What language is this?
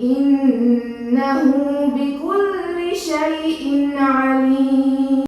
Divehi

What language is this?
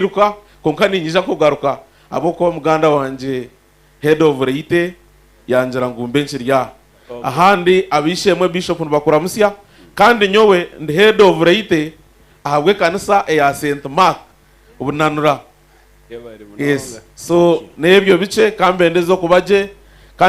Nyankole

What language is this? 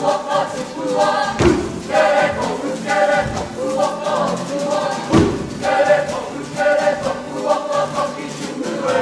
Māori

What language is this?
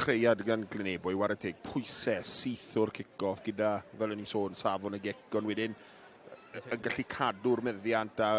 Welsh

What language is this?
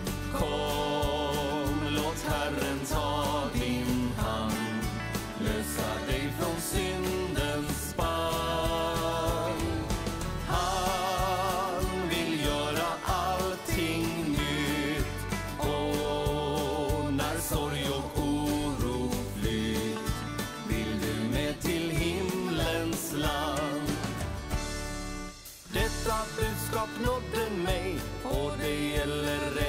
Swedish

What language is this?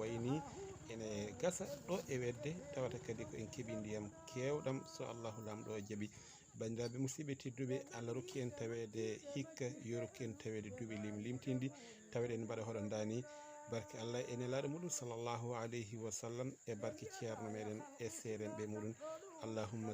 Fula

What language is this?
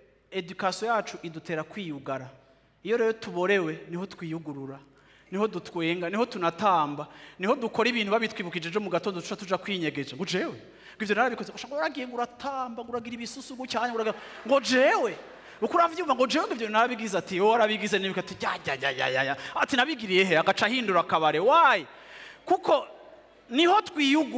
Rundi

